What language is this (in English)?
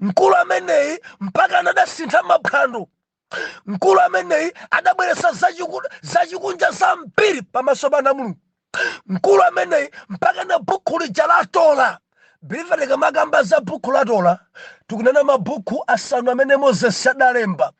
Nyanja